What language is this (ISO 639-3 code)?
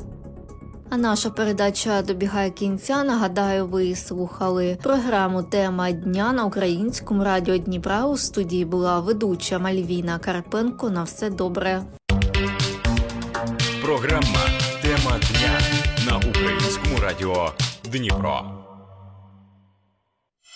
ukr